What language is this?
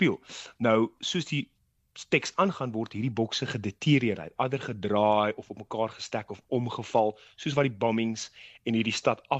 Afrikaans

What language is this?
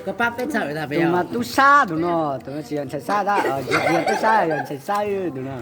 Hmong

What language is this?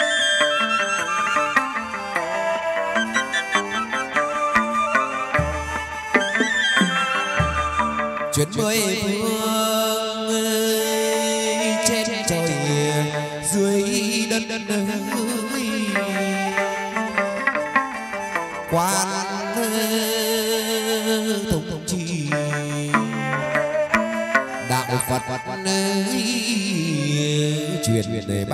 Vietnamese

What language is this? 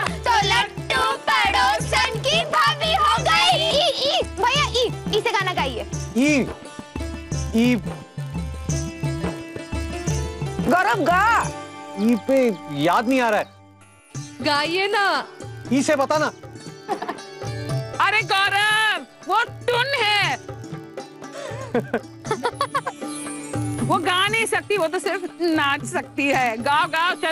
Hindi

